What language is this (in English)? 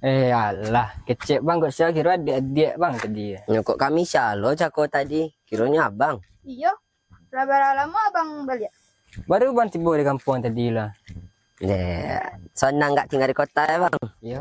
Minangkabau